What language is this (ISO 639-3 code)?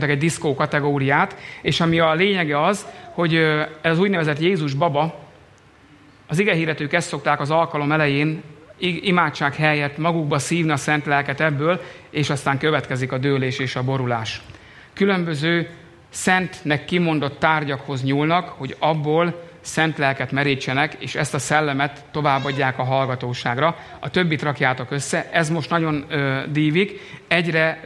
hun